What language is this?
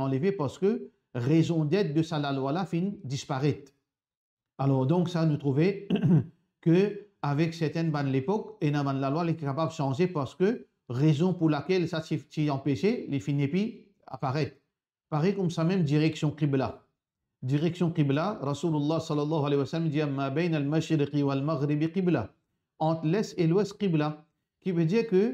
Morisyen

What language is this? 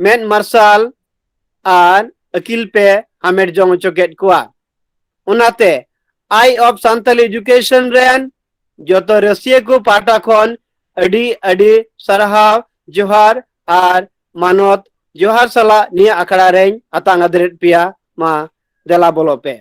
Santali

